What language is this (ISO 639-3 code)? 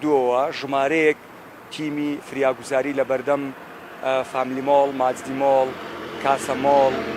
ckb